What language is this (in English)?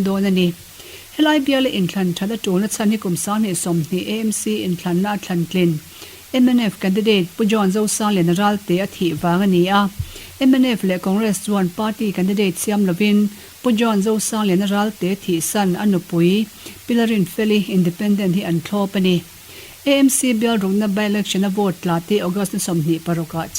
Mizo